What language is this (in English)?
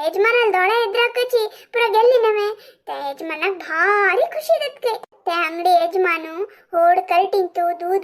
Konkani